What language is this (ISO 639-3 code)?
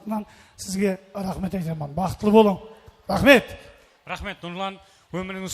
kaa